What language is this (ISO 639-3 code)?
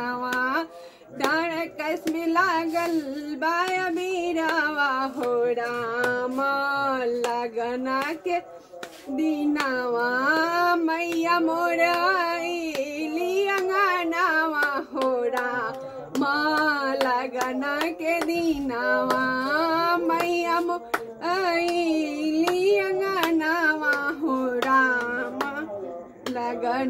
bho